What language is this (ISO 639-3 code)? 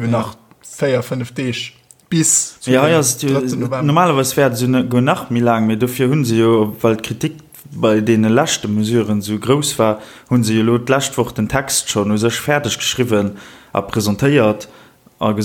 ltz